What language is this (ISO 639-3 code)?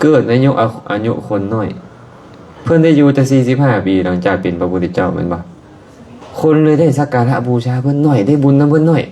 lao